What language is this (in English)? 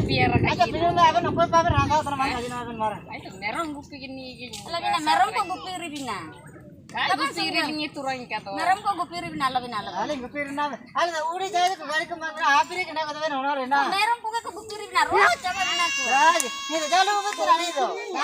Ho